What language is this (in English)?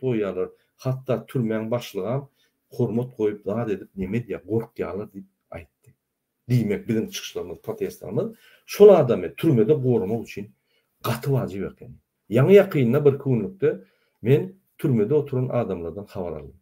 Turkmen